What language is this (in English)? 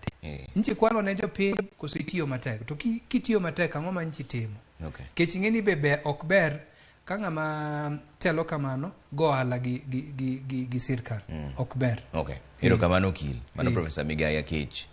Luo (Kenya and Tanzania)